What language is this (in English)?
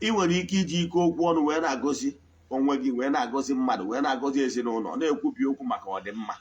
Igbo